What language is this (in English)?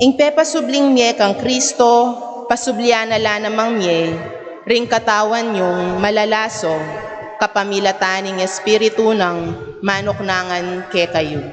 Pampanga